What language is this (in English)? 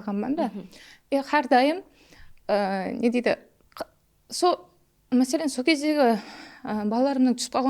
Kara-Kalpak